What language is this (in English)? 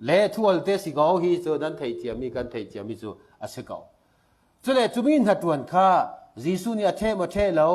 Falam Chin